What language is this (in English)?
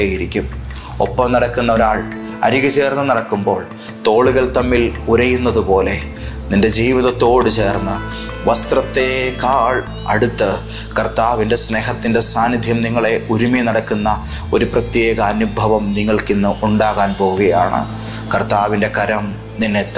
Malayalam